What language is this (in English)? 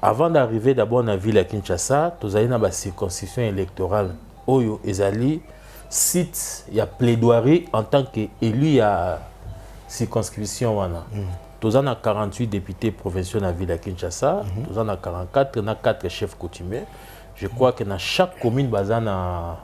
Lingala